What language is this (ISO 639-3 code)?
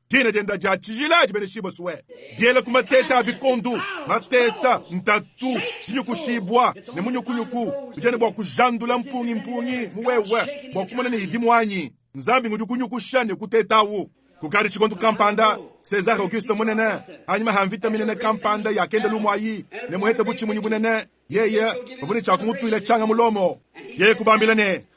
lua